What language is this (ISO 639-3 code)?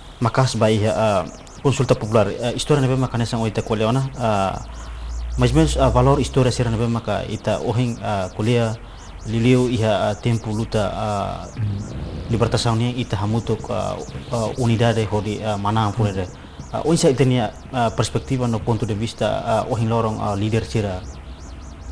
tet